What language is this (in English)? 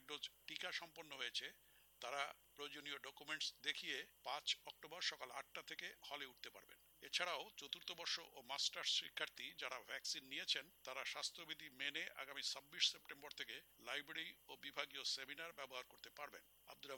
Bangla